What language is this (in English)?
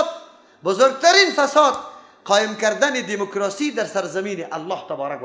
Persian